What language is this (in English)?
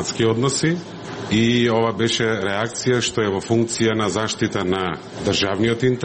Macedonian